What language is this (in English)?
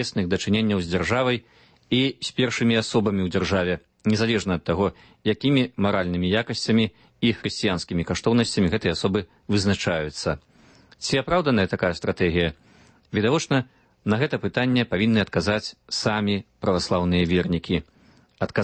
Belarusian